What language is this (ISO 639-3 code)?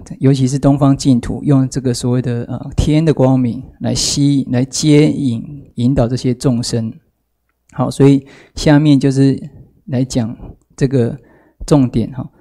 zho